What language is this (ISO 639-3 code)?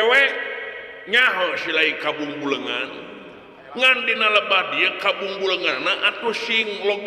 sun